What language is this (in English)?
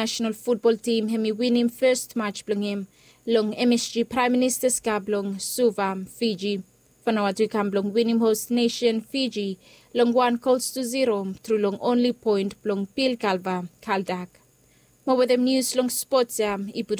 Bislama